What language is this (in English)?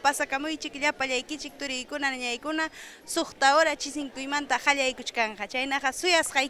Ayacucho Quechua